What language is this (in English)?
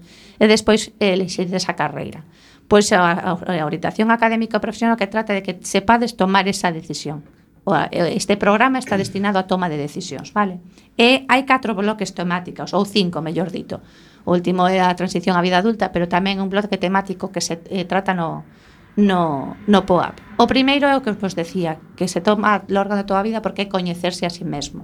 Galician